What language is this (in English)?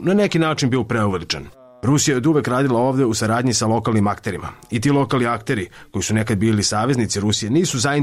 Serbian